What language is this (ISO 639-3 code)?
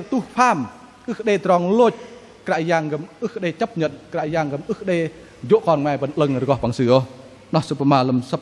bdq